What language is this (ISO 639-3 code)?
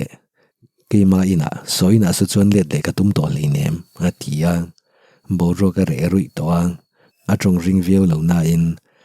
lus